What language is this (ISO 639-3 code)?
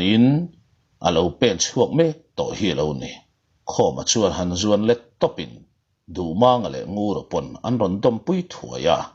lus